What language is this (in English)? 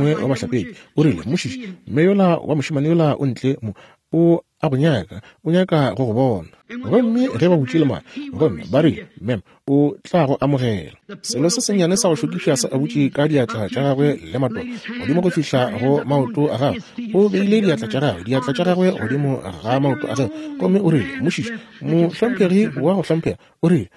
Northern Sotho